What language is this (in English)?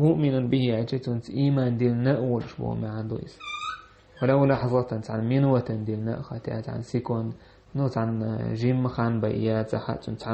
Chechen